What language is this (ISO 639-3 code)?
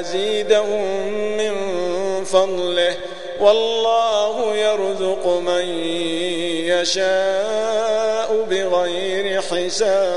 ara